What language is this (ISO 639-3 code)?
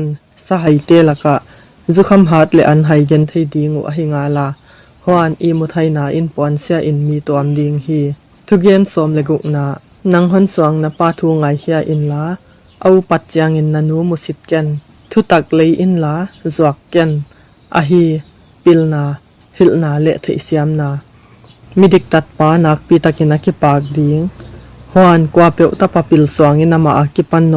ctd